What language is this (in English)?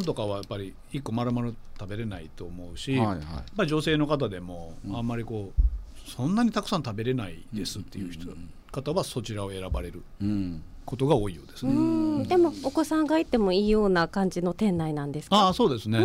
Japanese